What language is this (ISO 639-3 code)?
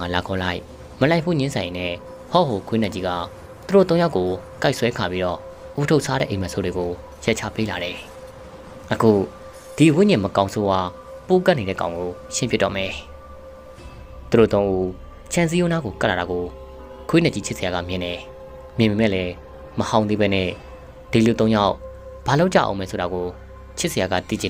mya